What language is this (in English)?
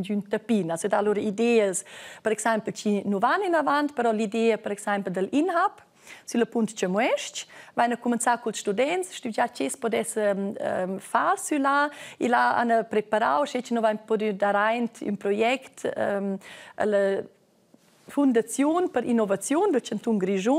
Romansh